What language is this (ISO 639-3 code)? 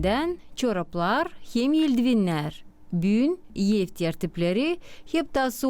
gag